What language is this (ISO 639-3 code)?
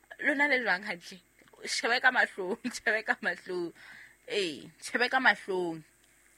sot